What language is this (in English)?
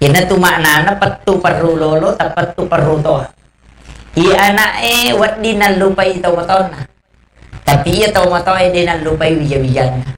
Buginese